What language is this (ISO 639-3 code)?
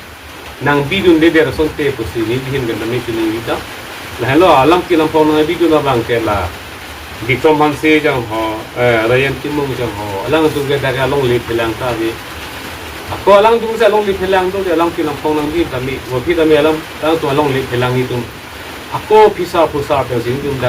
mjw